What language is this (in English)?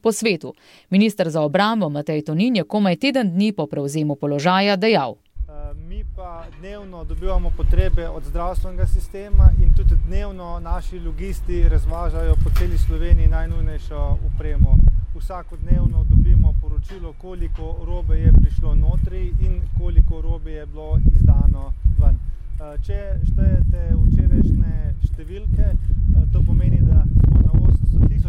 Slovenian